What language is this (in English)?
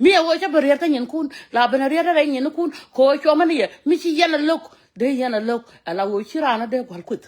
Nuer